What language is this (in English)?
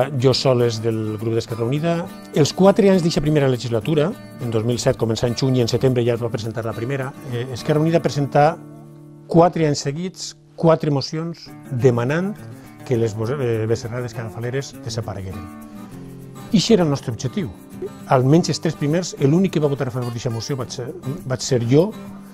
Catalan